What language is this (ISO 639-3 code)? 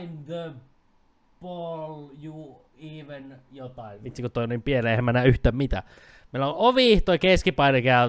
fin